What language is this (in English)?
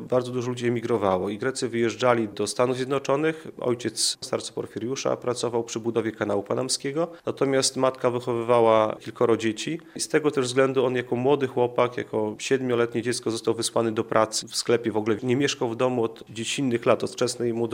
Polish